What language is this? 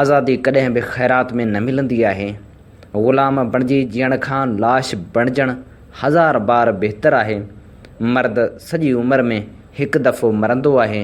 Sindhi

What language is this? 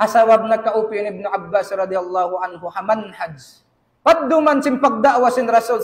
Tausug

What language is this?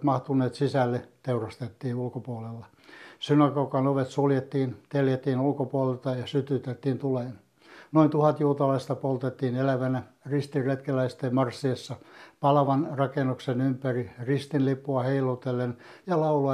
Finnish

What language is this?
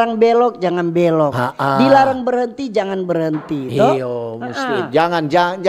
Manado Malay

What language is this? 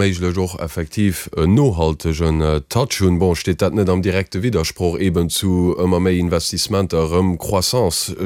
Luxembourgish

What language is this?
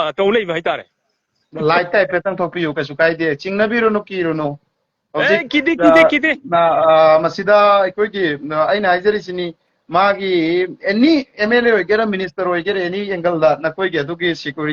Manipuri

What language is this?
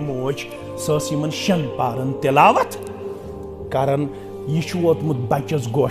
Kashmiri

